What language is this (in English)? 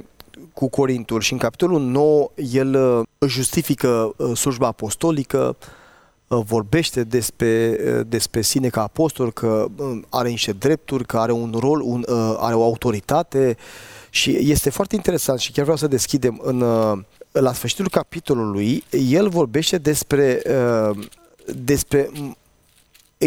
Romanian